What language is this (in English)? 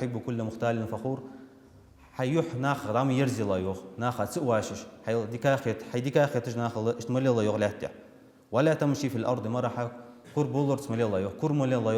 Ingush